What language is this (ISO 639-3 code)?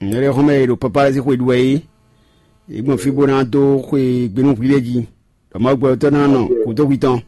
fon